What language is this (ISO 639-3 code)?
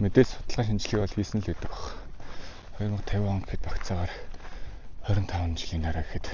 mon